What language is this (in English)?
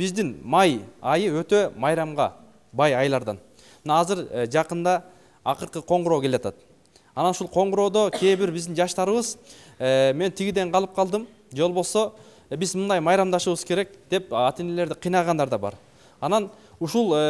Kyrgyz